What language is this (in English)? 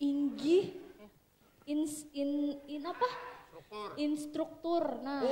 Banjar